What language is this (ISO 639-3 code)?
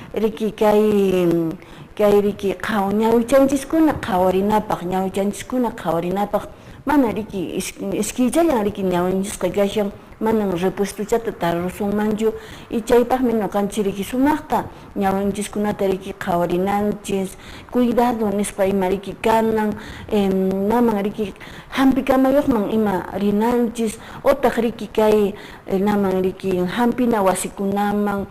que